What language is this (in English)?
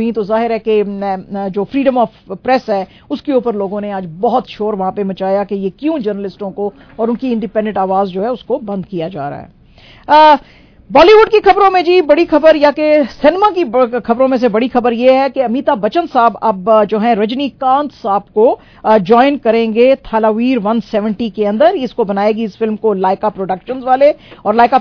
Urdu